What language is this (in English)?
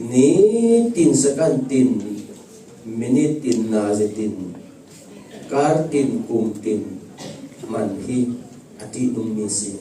Falam Chin